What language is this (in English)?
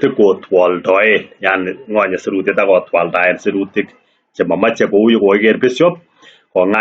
Kalenjin